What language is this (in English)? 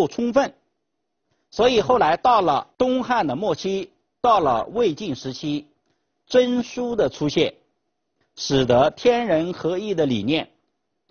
Chinese